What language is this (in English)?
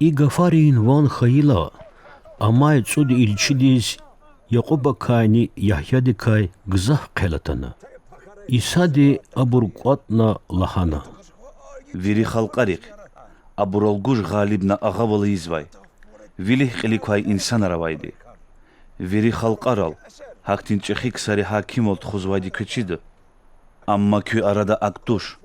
Lezghian